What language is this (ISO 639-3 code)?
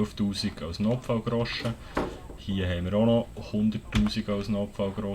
gsw